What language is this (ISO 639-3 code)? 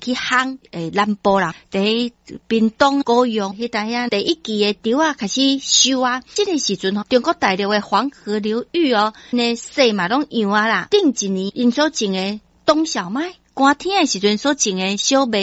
nan